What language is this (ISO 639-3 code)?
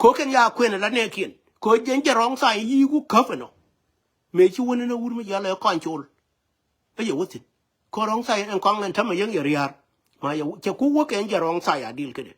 nus